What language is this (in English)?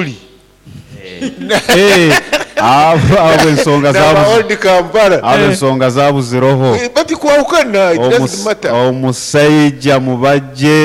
Nyoro